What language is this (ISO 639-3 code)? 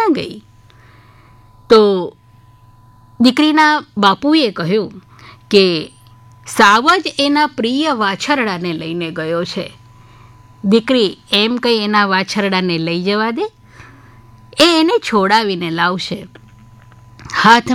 guj